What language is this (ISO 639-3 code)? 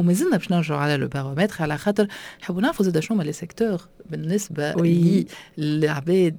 aeb